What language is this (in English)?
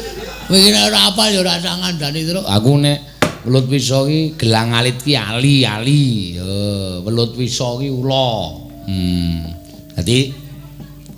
Javanese